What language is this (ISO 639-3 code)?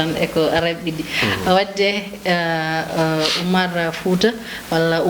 ful